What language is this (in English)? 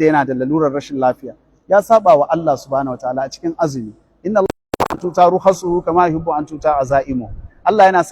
Hausa